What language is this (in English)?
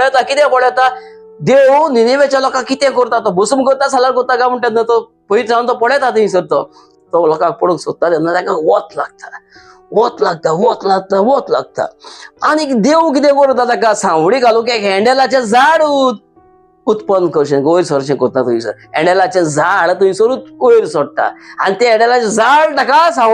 Konkani